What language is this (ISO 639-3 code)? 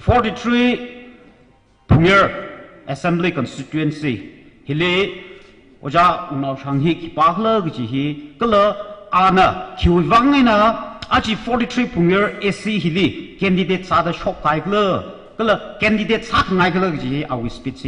nmf